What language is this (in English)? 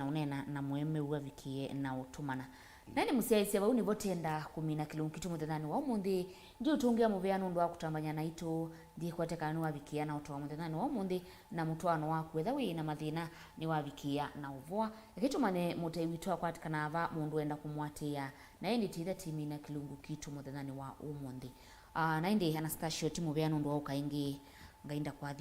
Kamba